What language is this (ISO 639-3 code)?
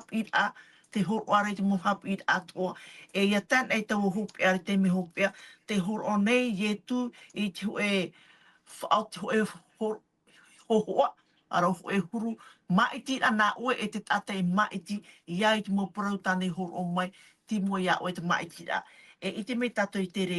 tah